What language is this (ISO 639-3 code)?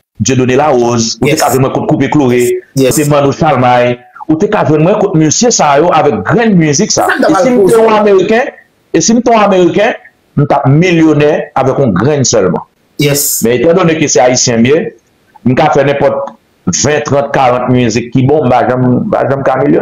hat